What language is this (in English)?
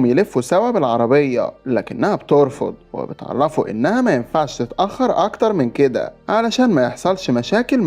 Egyptian Arabic